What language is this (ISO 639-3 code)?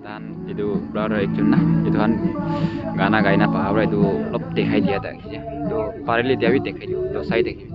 nag